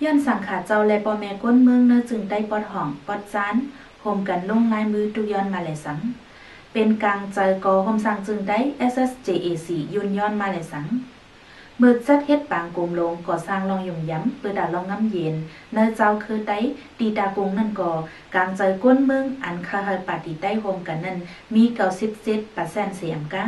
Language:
Shan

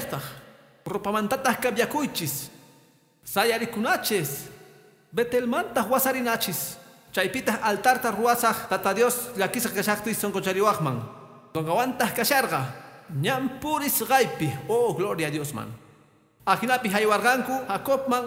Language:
Quechua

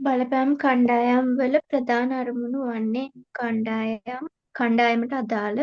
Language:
Sinhala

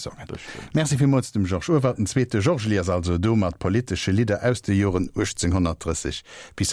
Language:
Luxembourgish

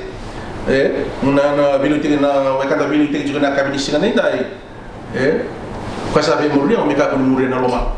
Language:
Fijian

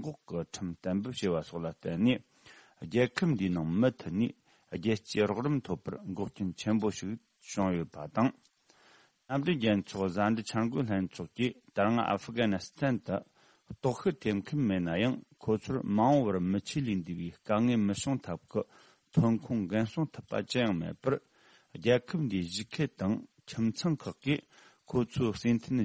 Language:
Tibetan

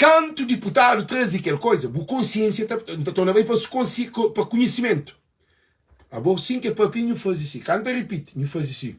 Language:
Kabuverdianu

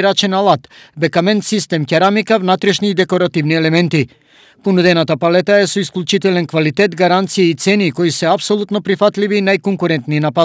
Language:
Macedonian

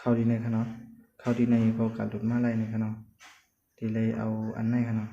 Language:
Shan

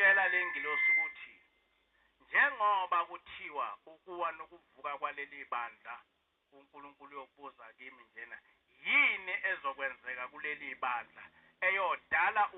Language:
Zulu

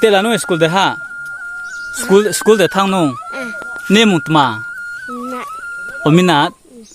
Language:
Riang (India)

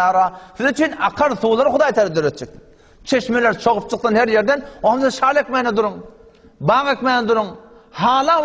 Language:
Turkmen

